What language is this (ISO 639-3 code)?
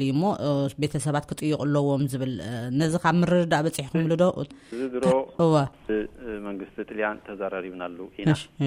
tir